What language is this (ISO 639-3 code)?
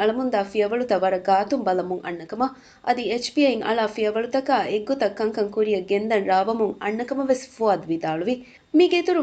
div